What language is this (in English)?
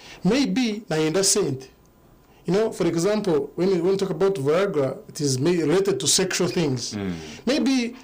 Nyankole